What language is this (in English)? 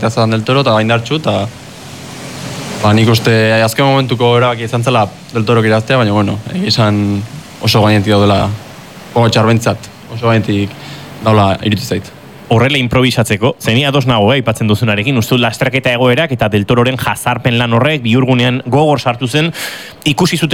Basque